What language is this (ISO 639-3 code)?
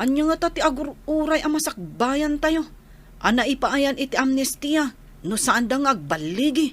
ilo